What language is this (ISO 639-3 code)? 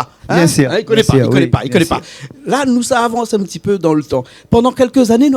rcf